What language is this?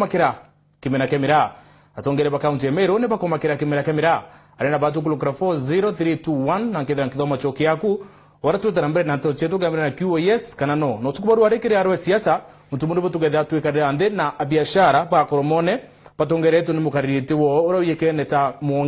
Meru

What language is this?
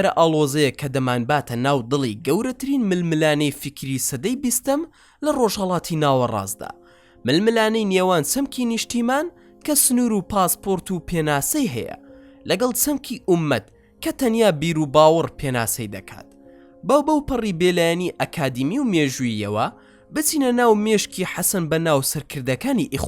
Central Kurdish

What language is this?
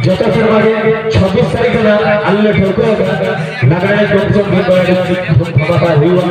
Santali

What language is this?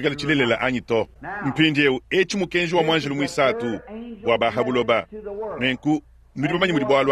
Luba-Lulua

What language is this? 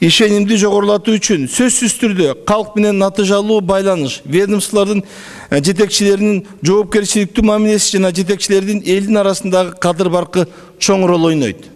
Kyrgyz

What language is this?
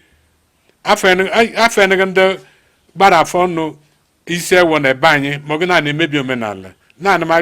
Igbo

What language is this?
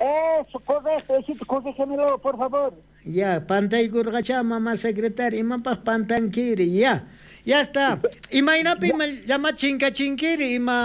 South Bolivian Quechua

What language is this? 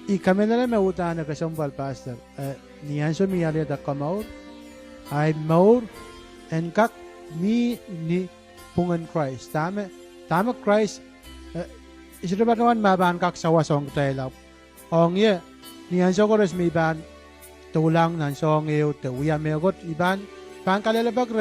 Pohnpeian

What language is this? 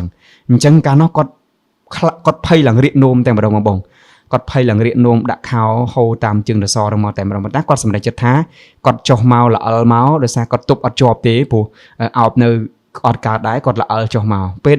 Khmer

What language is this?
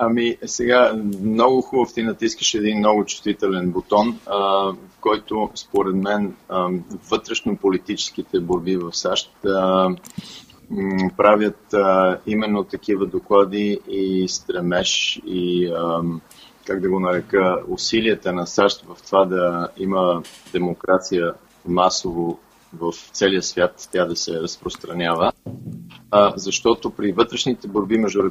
Bulgarian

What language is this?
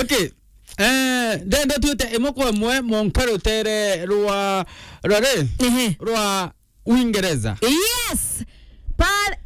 Meru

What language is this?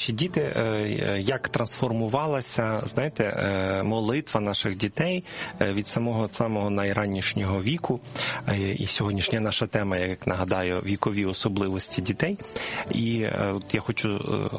Ukrainian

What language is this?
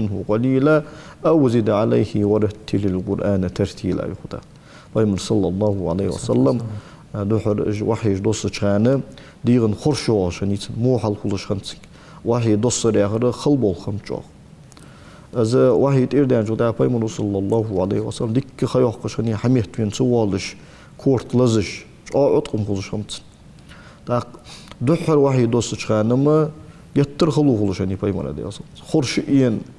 Ingush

